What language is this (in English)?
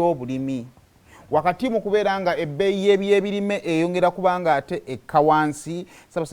Ganda